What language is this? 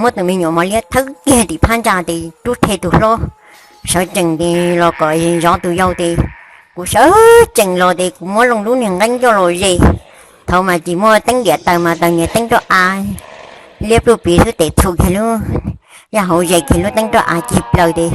Hmong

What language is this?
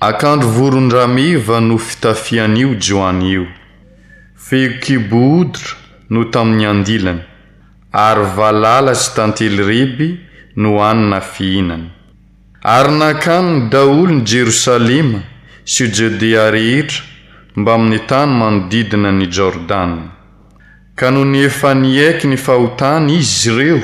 Malagasy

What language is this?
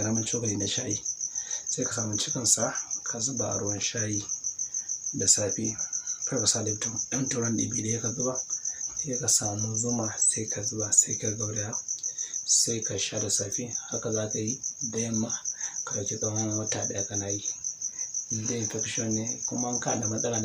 Hausa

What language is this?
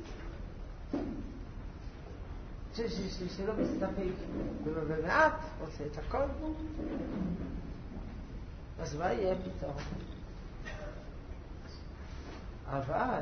Hebrew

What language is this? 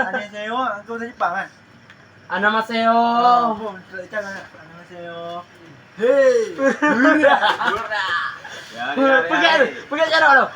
Achinese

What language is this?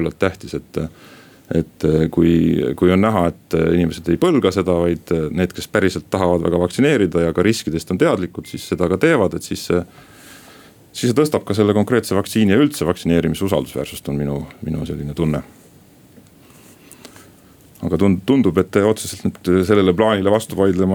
Estonian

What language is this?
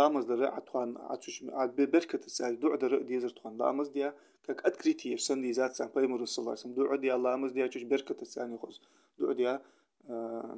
Ingush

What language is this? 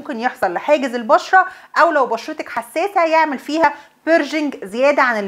Egyptian Arabic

